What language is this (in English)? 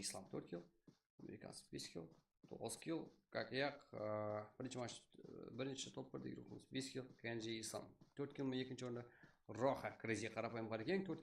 Kara-Kalpak